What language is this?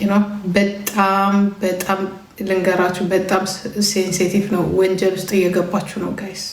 Amharic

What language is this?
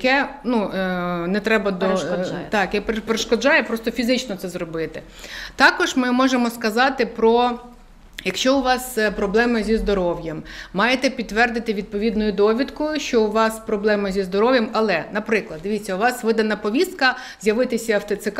Ukrainian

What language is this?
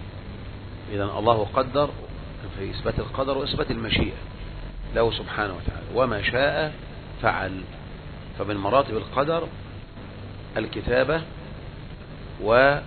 Arabic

